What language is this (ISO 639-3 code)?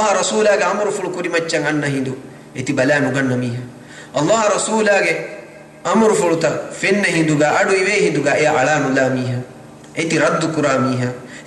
div